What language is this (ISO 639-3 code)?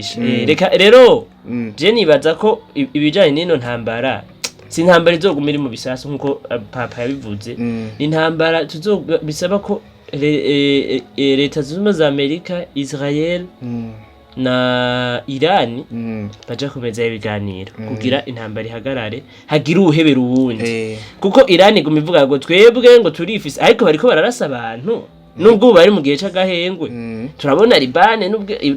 run